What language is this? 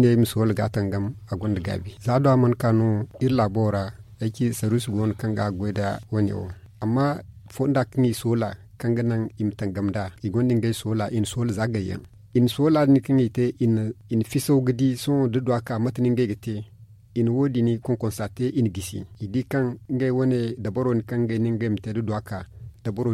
Zarma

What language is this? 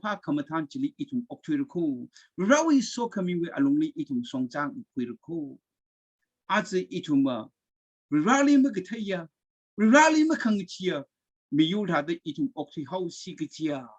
Tangkhul Naga (India)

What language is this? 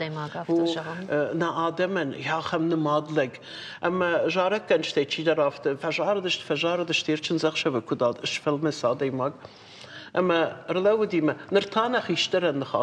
Ossetic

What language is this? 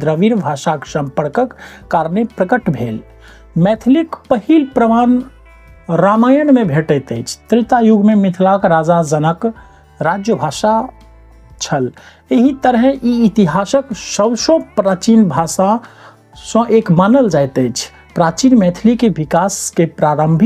Maithili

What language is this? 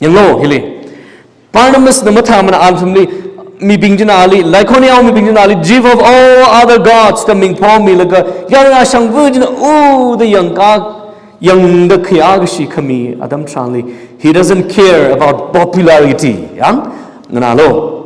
Tangkhul Naga (India)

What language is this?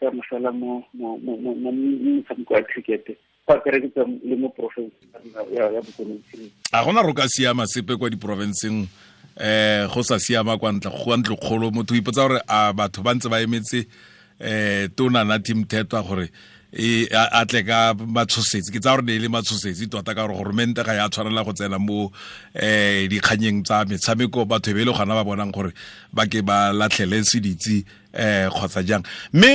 Tswana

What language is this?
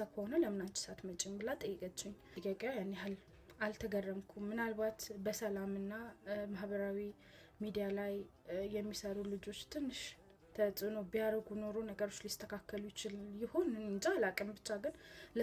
Amharic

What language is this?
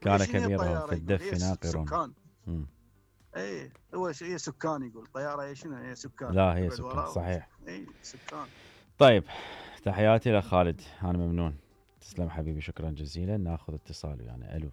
Mesopotamian Arabic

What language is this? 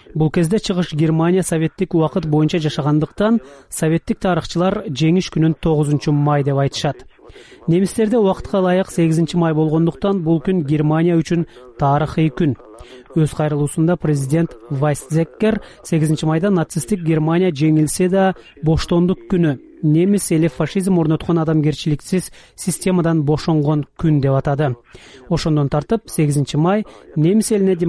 Kyrgyz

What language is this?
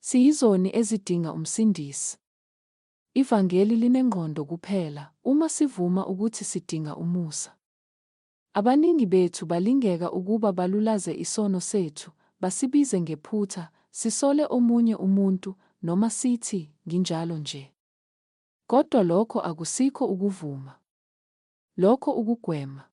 Zulu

